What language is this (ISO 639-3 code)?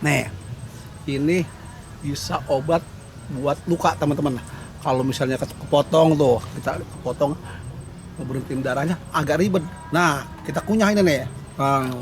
bew